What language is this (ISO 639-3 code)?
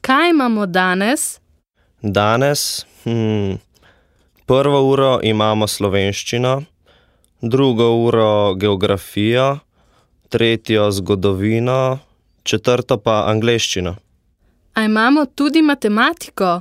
slv